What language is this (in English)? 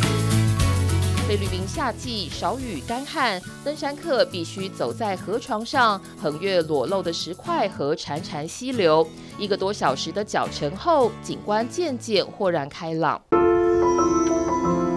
Chinese